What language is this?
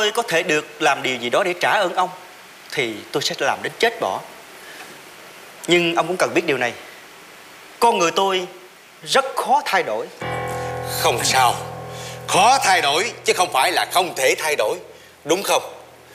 Vietnamese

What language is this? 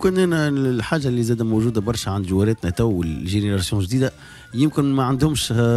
Tunisian Arabic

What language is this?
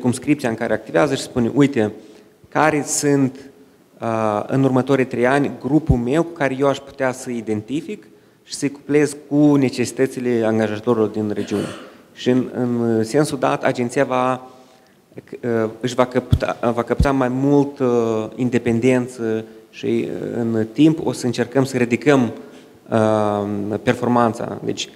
Romanian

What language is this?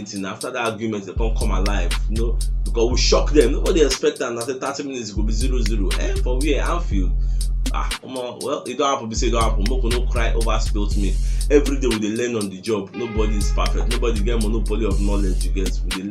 Nigerian Pidgin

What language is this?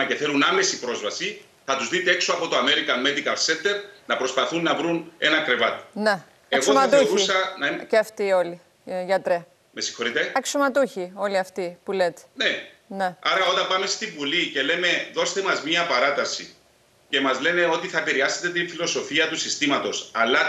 Greek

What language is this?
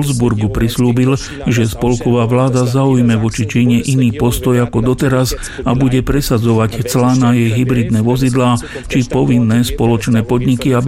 Slovak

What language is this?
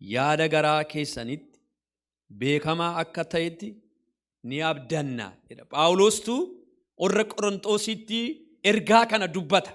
Oromo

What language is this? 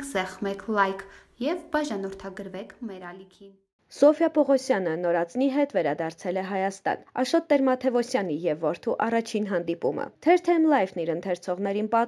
Armenian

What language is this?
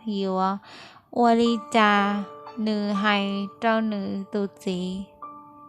Hmong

